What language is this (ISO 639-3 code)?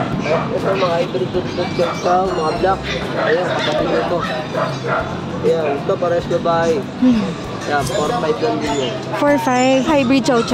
fil